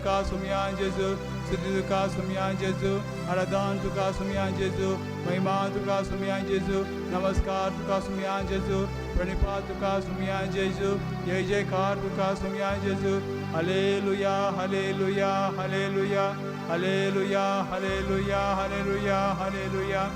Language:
Konkani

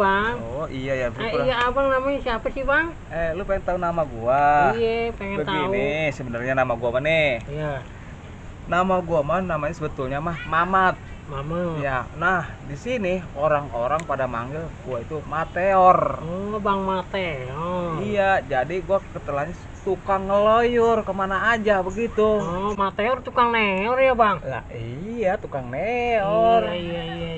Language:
Betawi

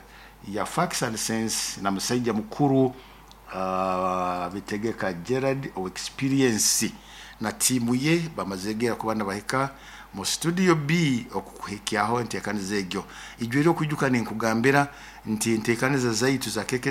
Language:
Nyoro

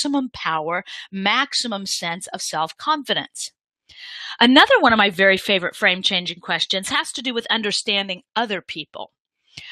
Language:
English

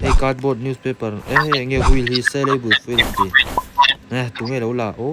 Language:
Mizo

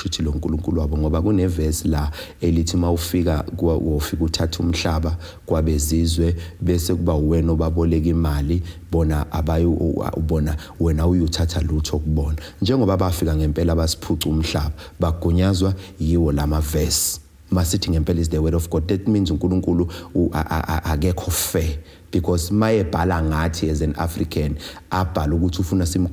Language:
Zulu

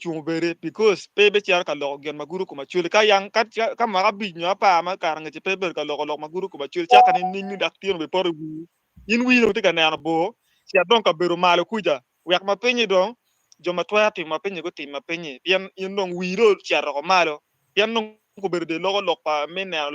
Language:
Acoli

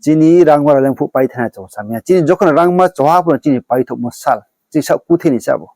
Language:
Riang (India)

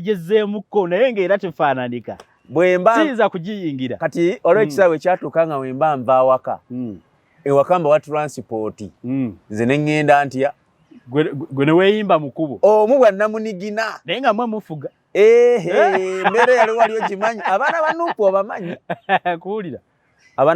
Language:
Ganda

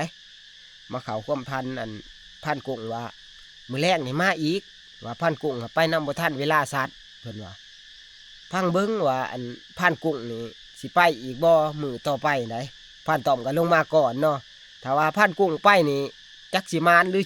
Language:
Northeastern Thai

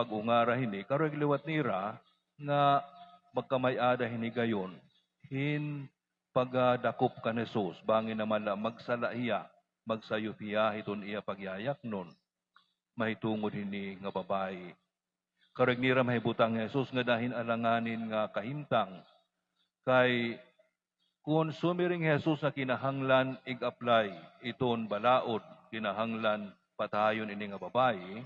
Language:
Waray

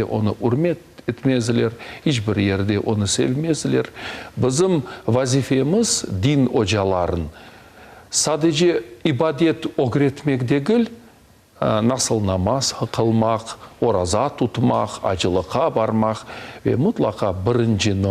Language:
Crimean Tatar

